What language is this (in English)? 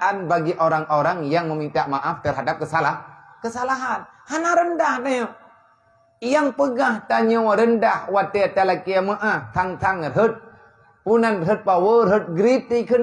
Achinese